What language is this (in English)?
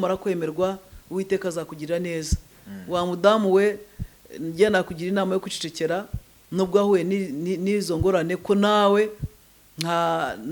Kinyarwanda